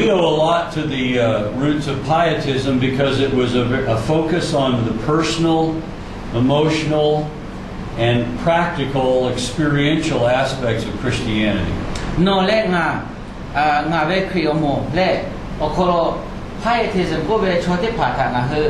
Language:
Lahu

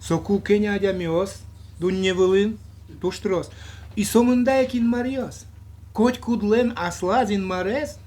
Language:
Udmurt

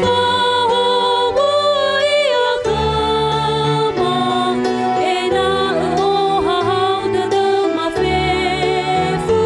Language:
Nias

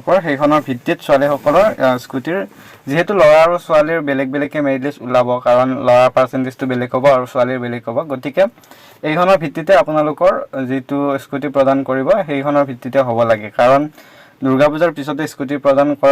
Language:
Assamese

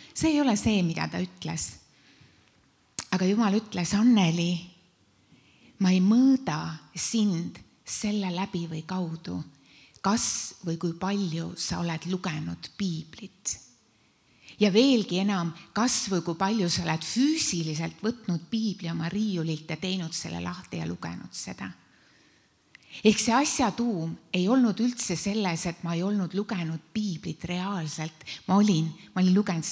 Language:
Estonian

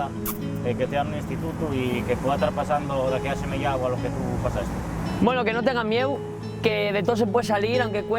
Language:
Asturian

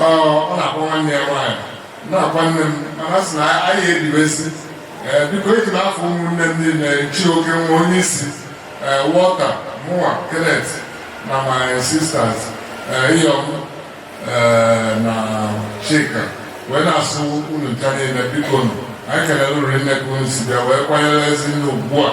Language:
Igbo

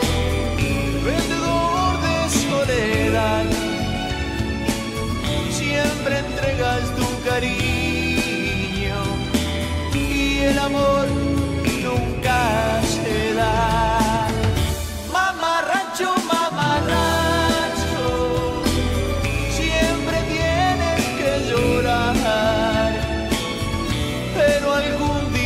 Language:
Spanish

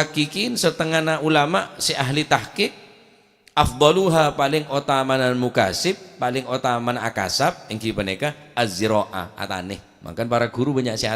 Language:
Madurese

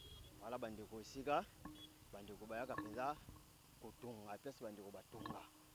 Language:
Lingala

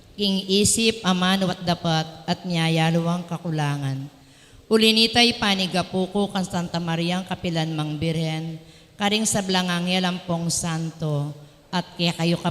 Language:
Pampanga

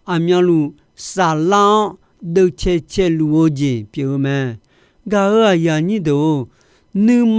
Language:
Akha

